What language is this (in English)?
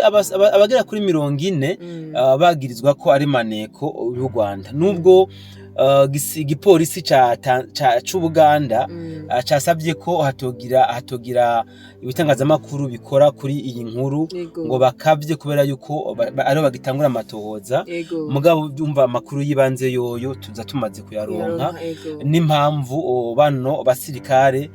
Rundi